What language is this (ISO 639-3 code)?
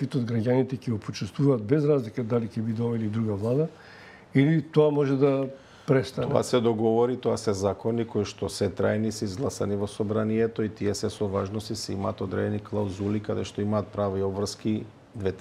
mkd